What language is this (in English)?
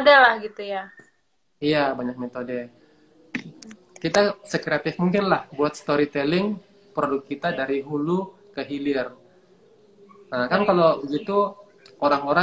Indonesian